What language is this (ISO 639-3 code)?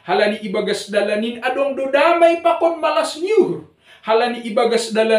bts